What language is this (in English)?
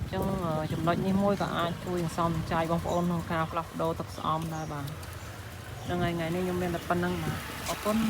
Khmer